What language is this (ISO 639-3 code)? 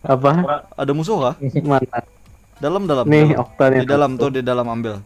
bjn